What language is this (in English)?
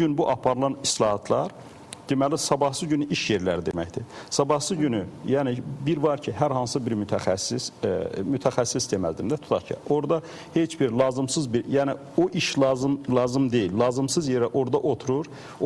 Azerbaijani